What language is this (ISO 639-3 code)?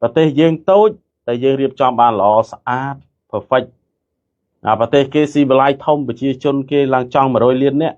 khm